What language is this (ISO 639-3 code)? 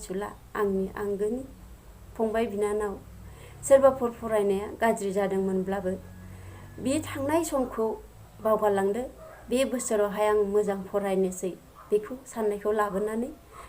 brx